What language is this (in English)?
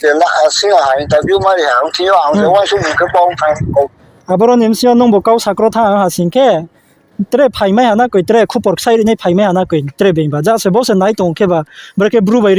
Riang (India)